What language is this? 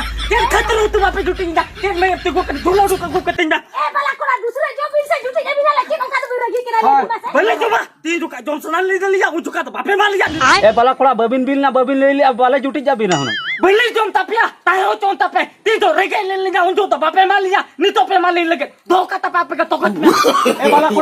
Santali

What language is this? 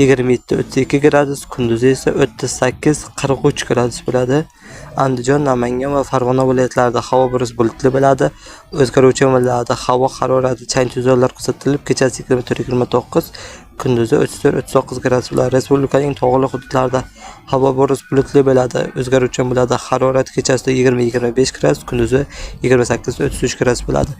Uzbek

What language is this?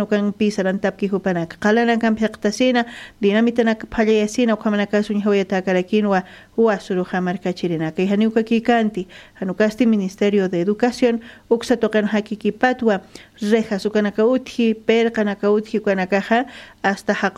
Aymara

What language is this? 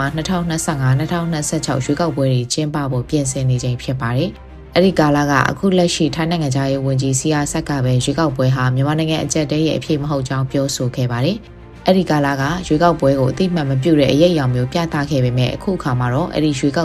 Burmese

